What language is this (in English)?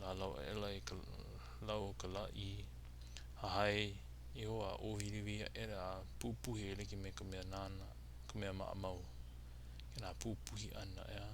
Hawaiian